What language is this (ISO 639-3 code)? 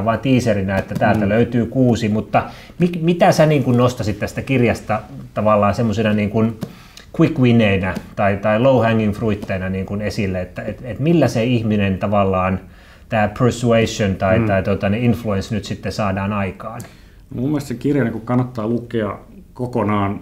fin